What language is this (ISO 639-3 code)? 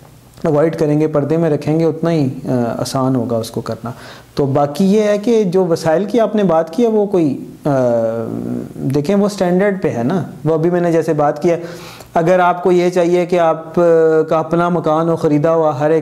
urd